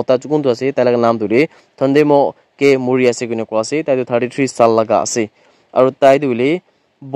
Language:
Naga Pidgin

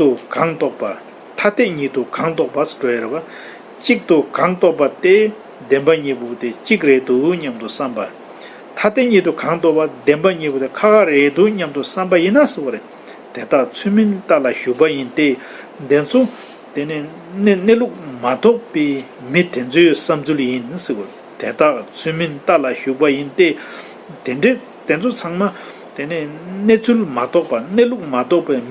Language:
Tibetan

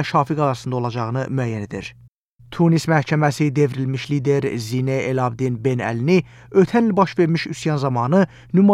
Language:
Azerbaijani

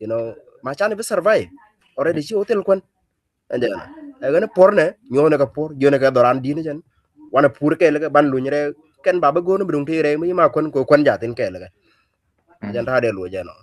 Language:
Nuer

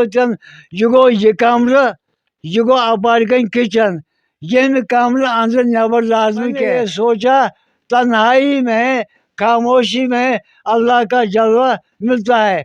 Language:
Kashmiri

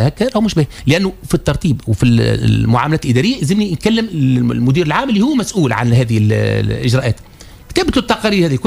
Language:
Tunisian Arabic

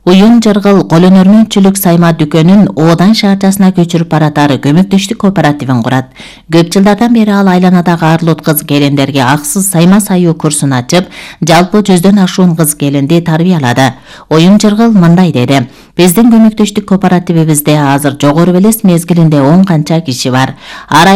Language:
Kyrgyz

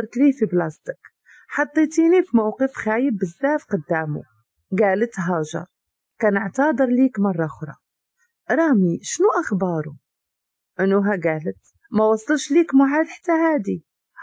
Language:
Moroccan Arabic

